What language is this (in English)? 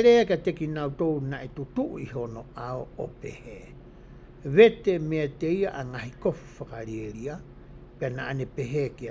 Tongan